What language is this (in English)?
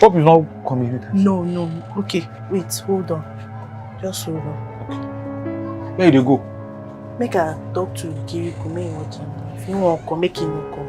Nigerian Pidgin